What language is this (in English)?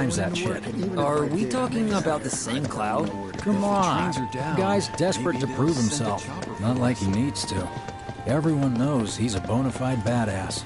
English